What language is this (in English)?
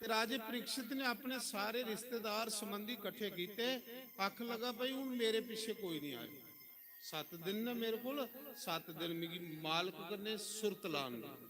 Dogri